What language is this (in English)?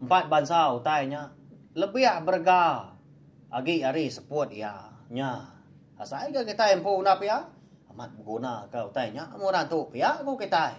Iban